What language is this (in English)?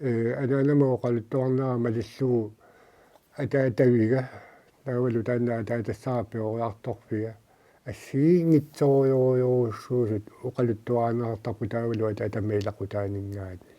Kalaallisut